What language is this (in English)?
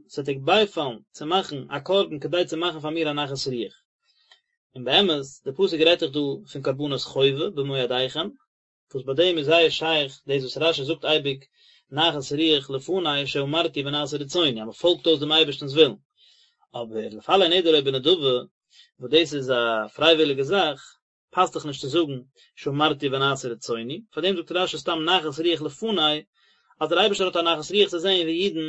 Yiddish